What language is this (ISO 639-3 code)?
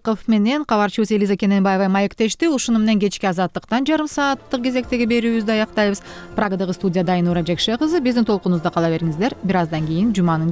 kir